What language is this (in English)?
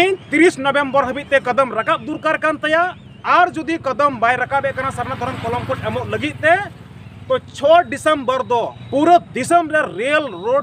Santali